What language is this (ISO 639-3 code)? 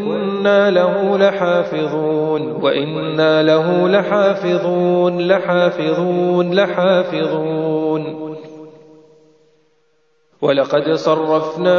ara